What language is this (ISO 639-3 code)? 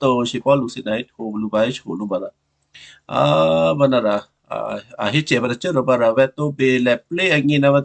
kyu